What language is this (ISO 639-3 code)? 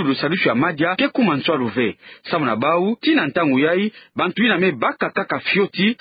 ktu